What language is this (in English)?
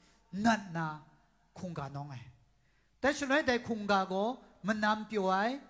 Kachin